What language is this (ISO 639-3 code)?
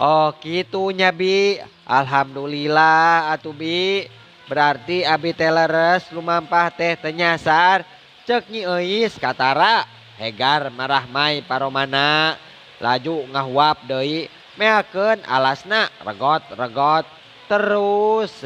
sun